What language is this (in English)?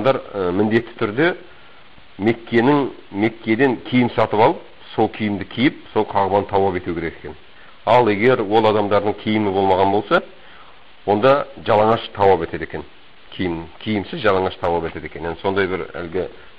Kazakh